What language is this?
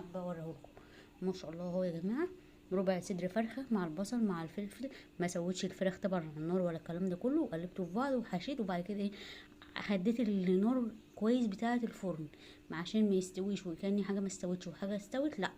Egyptian Arabic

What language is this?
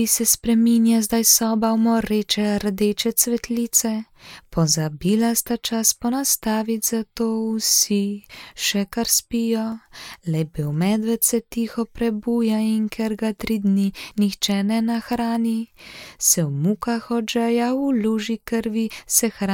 Slovenian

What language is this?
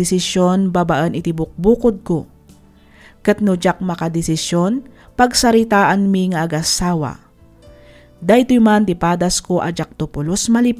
Iloko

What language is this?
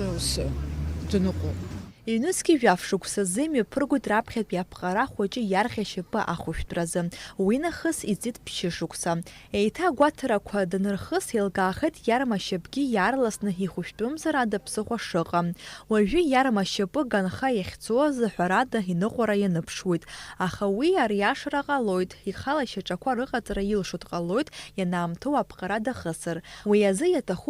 Abkhazian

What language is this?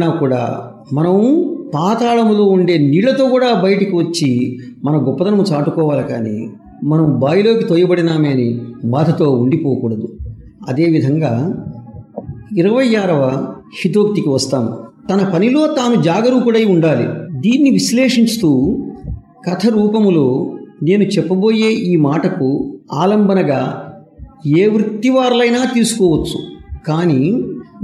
Telugu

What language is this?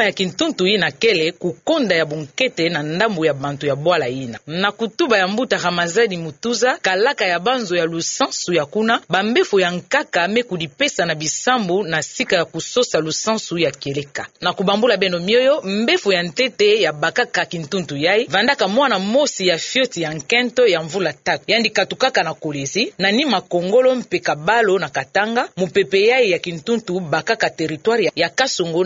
Kituba (Democratic Republic of Congo)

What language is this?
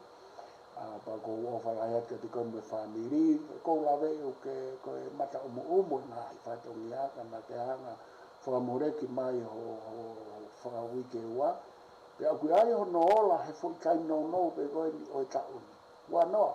Tongan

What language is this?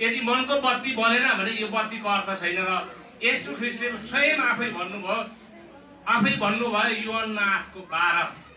Nepali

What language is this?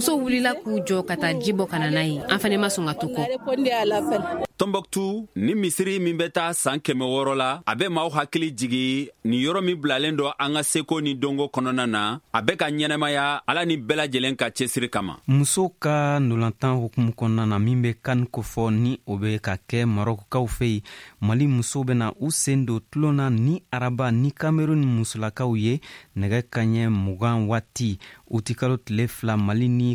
Bambara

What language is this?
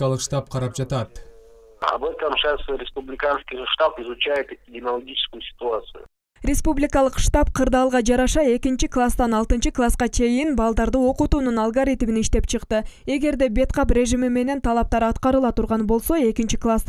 Kyrgyz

